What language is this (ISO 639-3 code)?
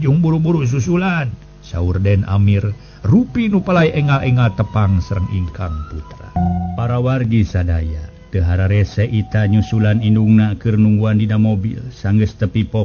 sun